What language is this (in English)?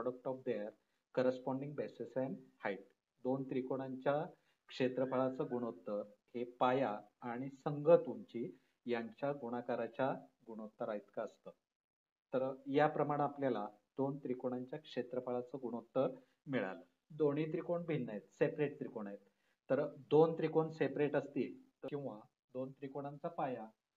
Marathi